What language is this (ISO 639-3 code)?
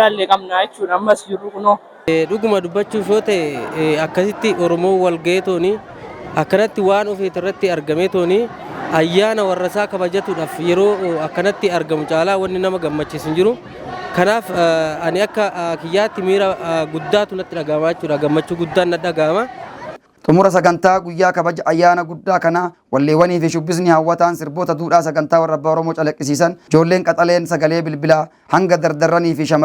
orm